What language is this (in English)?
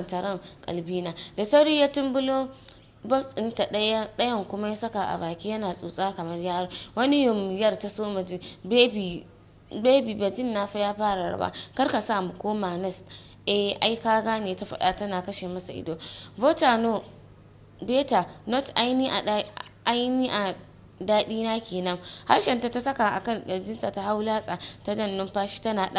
Hausa